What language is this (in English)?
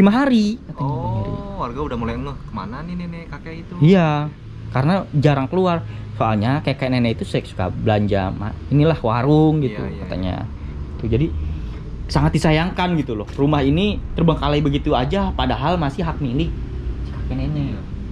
Indonesian